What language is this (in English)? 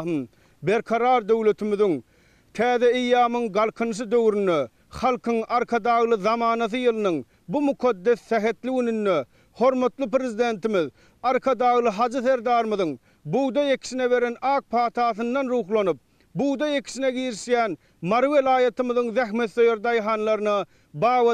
Turkmen